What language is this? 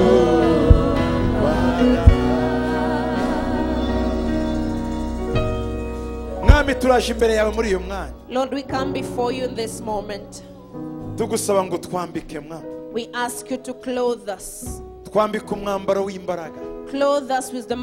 Kinyarwanda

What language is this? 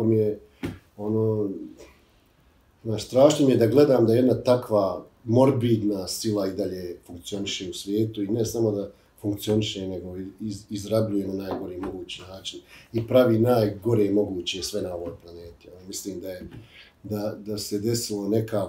Bosnian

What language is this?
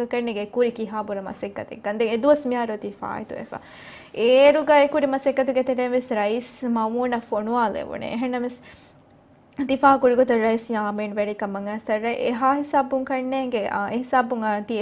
Divehi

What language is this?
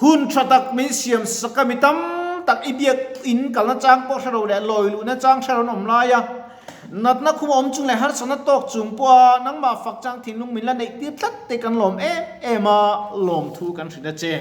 Mizo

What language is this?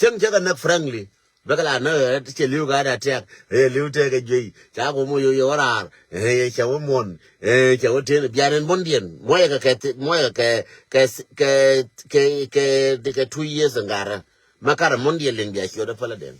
Nuer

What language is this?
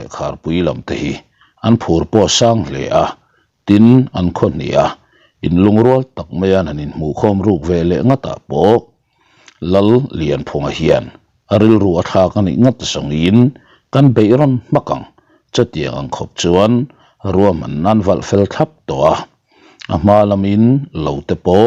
Mizo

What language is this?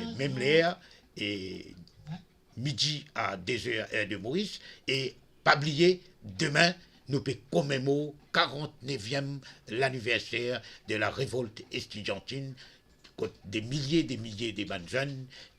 Morisyen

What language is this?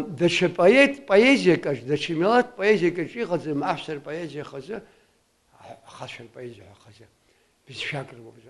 Abkhazian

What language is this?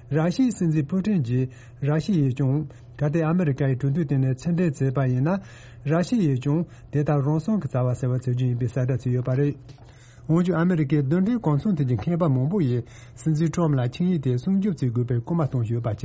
Tibetan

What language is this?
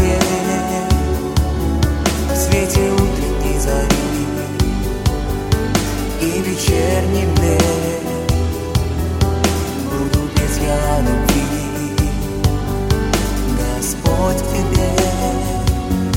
Russian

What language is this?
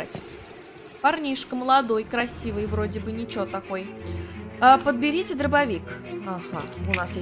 Russian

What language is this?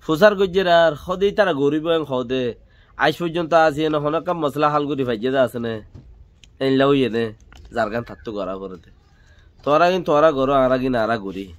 Rohingya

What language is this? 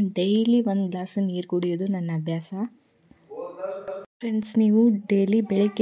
Kannada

